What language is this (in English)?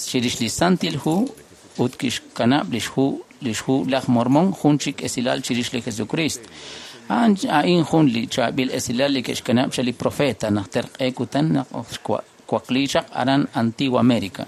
Kekchí